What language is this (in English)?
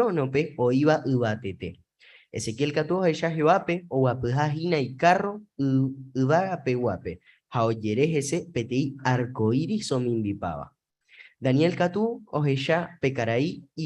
Guarani